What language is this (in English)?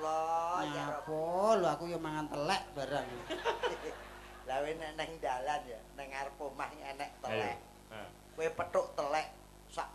Javanese